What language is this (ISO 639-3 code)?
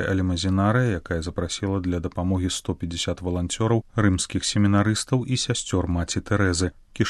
bel